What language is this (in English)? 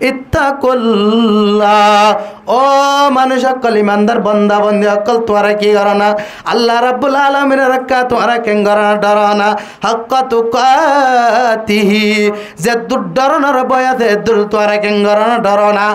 Rohingya